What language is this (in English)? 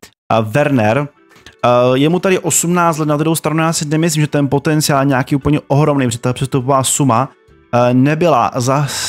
Czech